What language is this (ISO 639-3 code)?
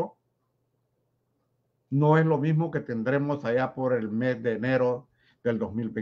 spa